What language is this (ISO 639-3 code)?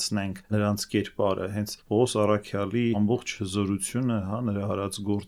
hye